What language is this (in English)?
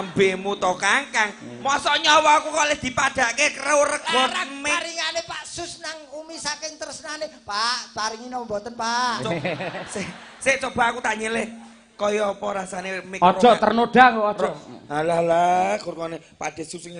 Javanese